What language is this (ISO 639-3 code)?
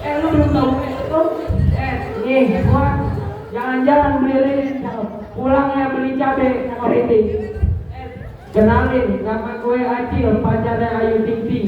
bew